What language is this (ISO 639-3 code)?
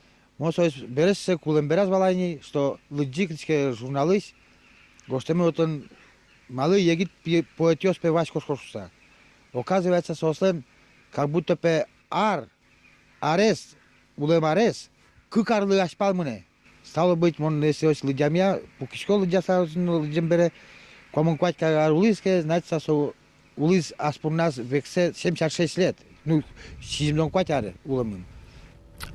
udm